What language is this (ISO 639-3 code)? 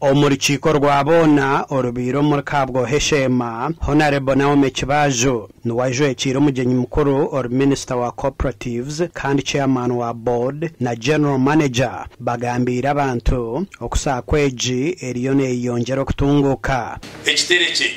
nyn